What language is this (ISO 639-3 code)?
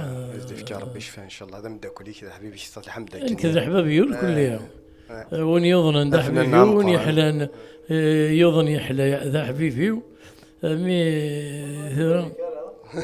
kab